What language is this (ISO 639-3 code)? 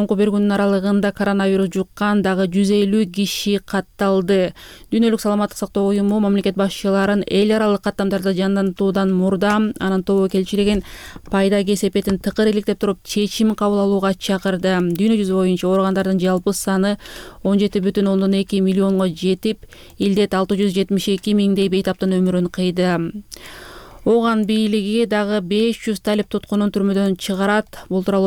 kir